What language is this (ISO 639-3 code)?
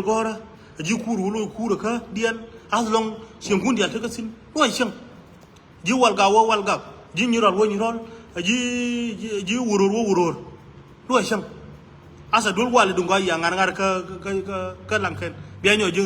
nus